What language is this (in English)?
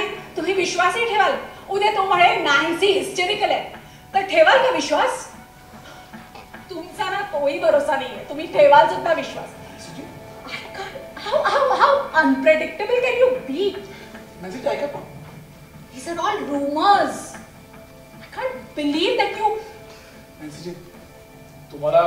Marathi